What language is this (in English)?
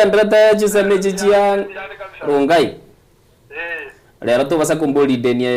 Gusii